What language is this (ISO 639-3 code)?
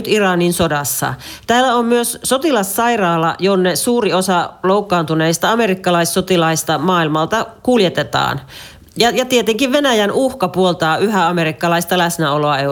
fin